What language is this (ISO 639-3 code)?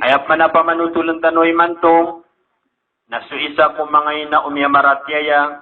mrw